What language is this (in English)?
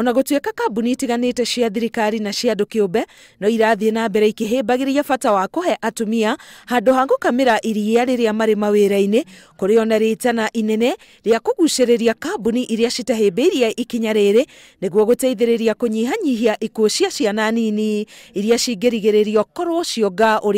Kikuyu